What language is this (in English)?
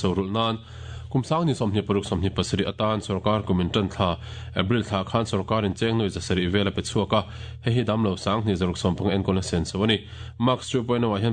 Mizo